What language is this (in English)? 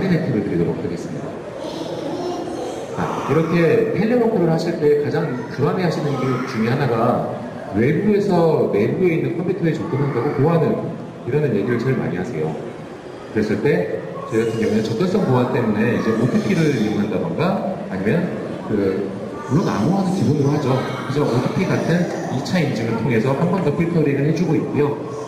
Korean